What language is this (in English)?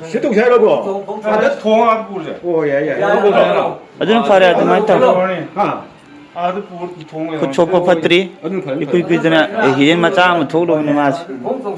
Manipuri